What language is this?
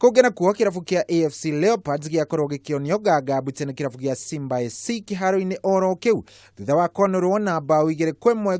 Kikuyu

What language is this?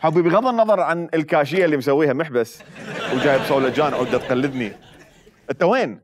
Mesopotamian Arabic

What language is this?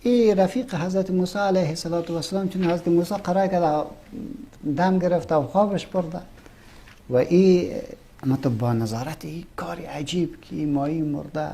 Persian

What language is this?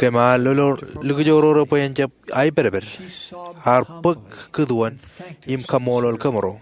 Marshallese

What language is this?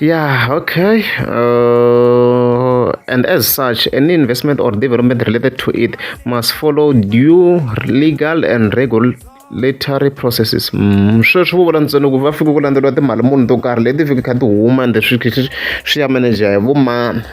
Tsonga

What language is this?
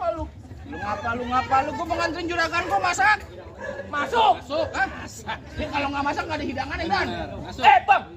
Betawi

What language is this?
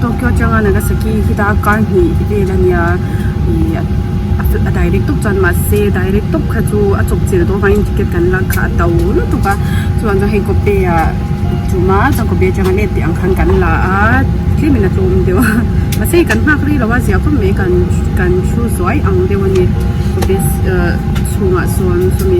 Mizo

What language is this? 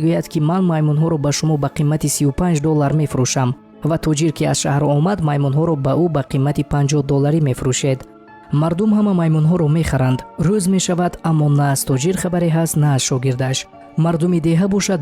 Tajik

